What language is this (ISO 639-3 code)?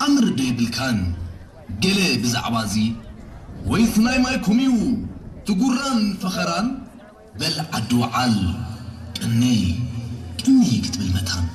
tir